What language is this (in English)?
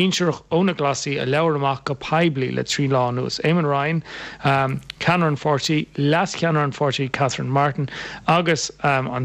Irish